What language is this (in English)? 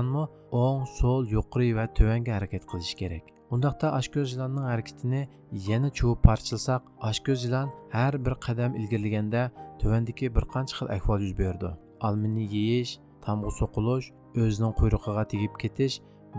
Uyghur